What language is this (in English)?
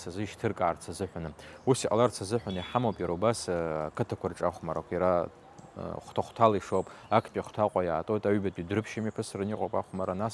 Abkhazian